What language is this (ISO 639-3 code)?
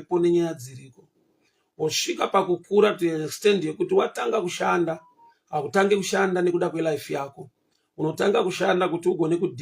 sna